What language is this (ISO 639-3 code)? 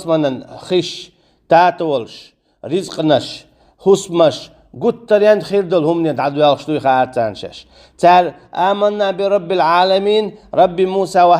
che